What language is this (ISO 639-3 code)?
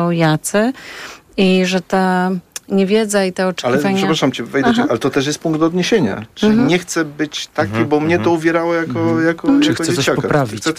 pol